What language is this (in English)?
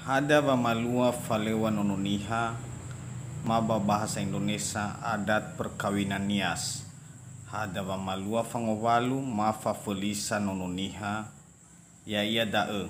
Nias